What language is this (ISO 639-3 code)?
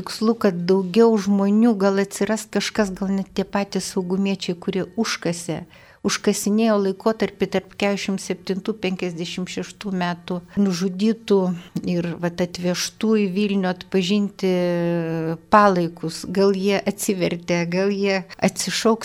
lit